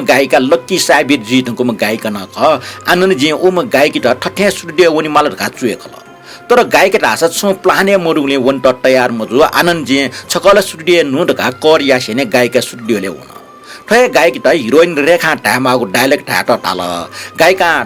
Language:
Newari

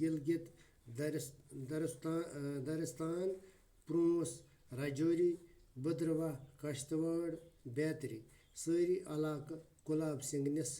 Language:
Kashmiri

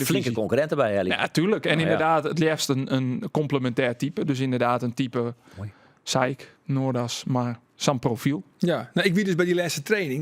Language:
Western Frisian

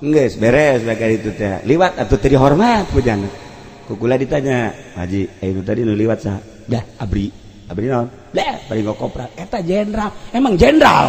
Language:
Sundanese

